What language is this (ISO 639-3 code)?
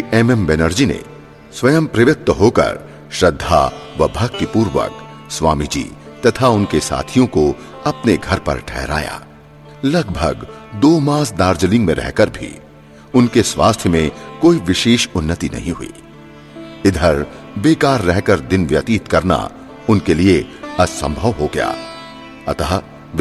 hin